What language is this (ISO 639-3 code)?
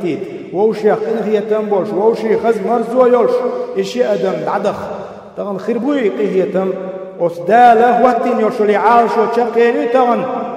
che